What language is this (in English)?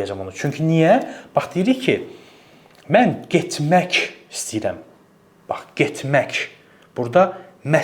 Azerbaijani